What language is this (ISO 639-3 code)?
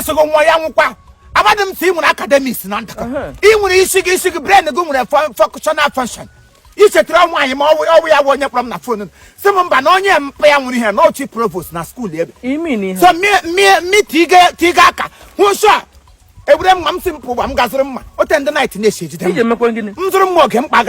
ibo